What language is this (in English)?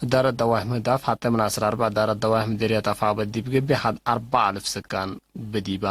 Tigre